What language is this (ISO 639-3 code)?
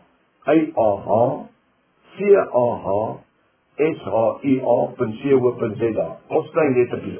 afr